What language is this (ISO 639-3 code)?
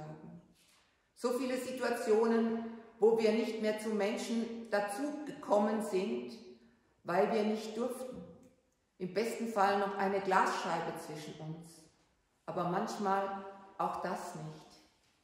deu